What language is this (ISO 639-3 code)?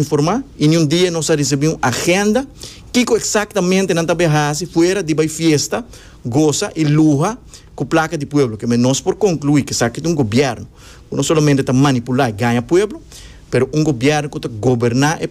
pap